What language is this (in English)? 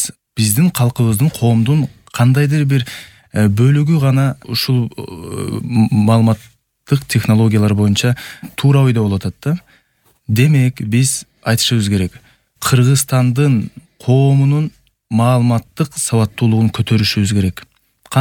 Kyrgyz